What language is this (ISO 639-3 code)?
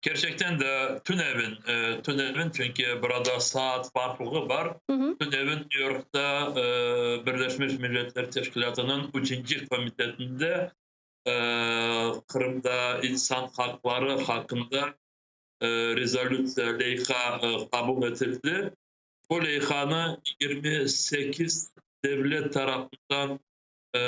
crh